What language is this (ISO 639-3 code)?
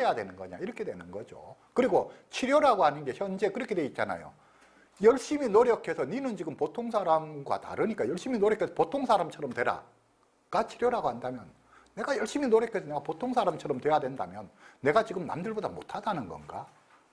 kor